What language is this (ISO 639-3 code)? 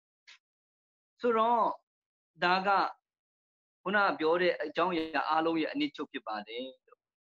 mya